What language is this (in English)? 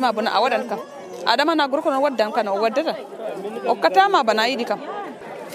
Nigerian Fulfulde